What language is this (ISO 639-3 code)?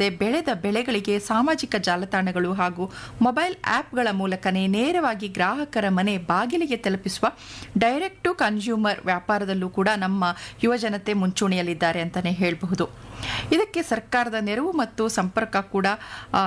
kan